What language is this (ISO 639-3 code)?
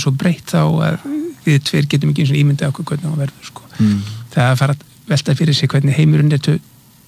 isl